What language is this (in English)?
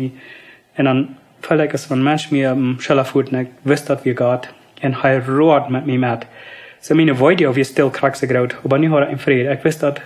Plautdietsch